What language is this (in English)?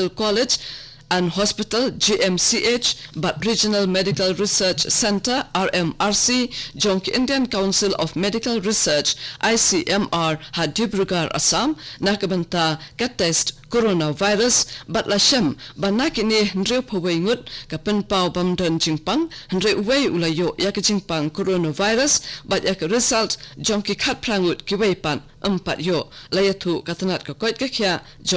Khasi